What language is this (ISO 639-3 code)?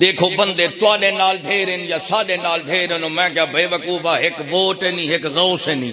skr